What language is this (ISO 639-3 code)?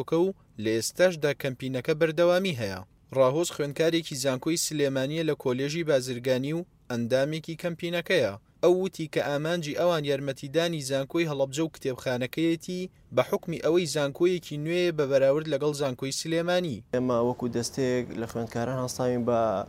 ckb